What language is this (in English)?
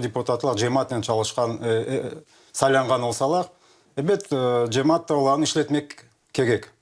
Crimean Tatar